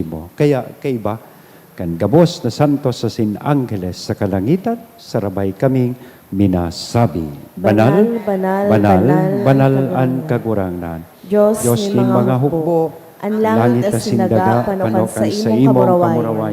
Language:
Bikol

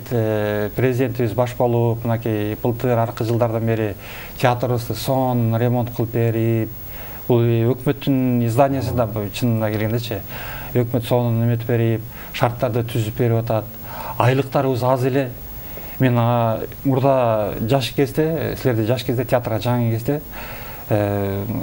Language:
Kyrgyz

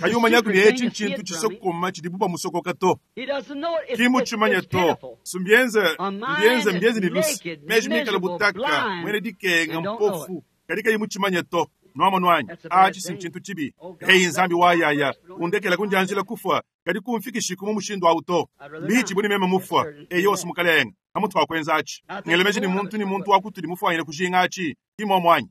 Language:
Luba-Lulua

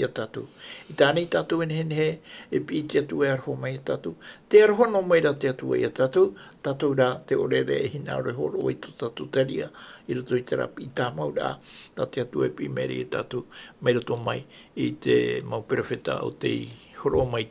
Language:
Tahitian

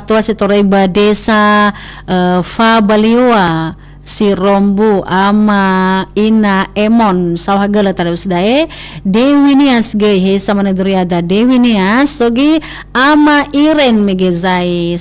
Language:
Nias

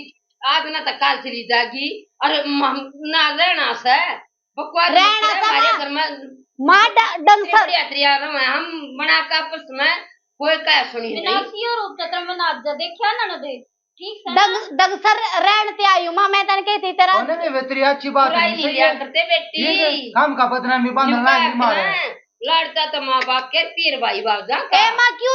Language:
Haryanvi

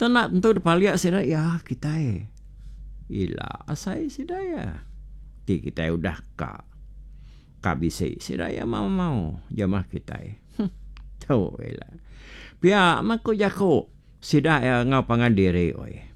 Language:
Iban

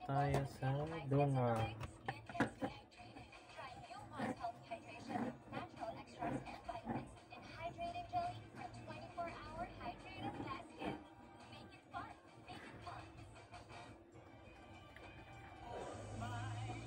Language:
Filipino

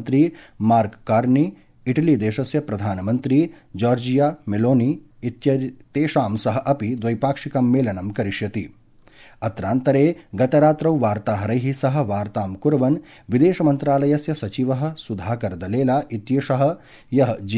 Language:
Sanskrit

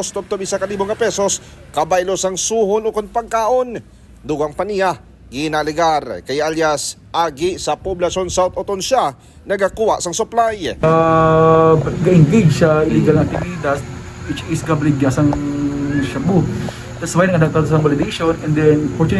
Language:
Hiligaynon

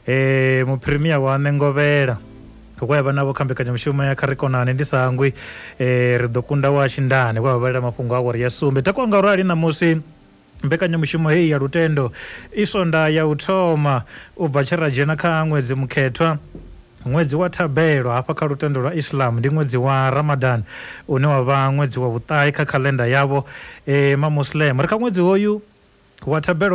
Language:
Venda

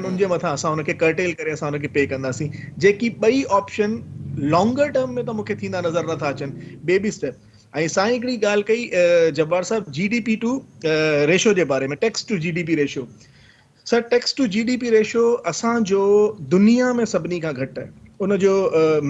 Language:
Sindhi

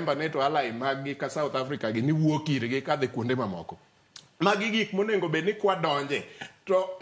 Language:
Luo (Kenya and Tanzania)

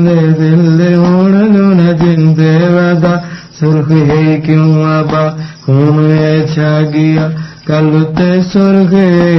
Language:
Sanskrit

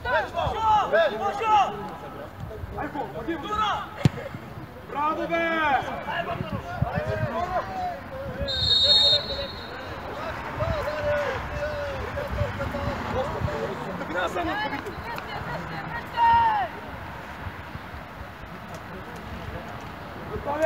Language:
Bulgarian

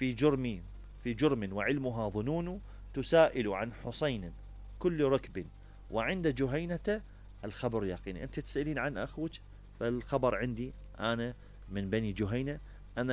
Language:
Mesopotamian Arabic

